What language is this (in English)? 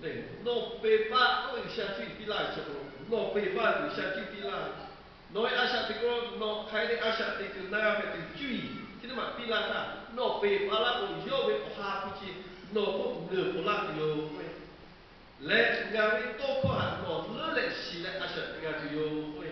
Lahu